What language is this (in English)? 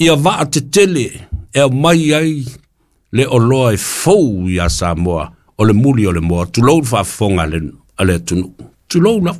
Samoan